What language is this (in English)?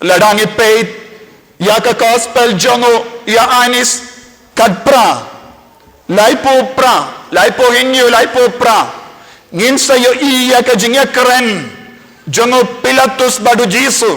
Khasi